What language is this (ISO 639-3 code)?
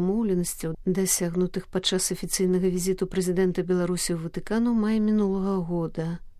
bel